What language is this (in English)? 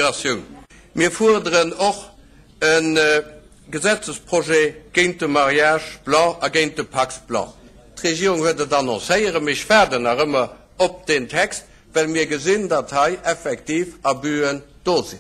Luxembourgish